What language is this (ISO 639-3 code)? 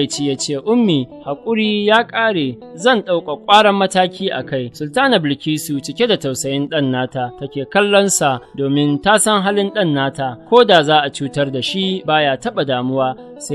hau